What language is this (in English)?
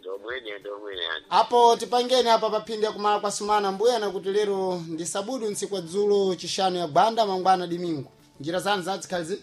Sena